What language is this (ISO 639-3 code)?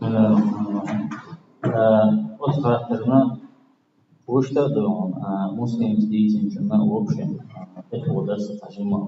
che